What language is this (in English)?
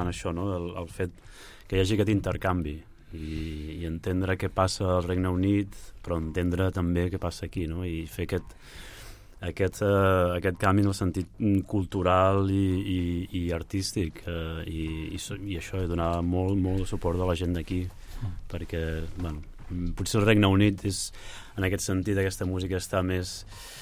Catalan